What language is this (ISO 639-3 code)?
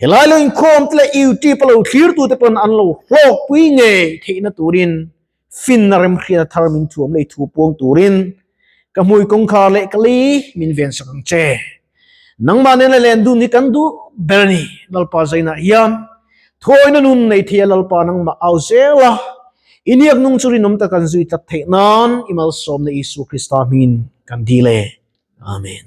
lus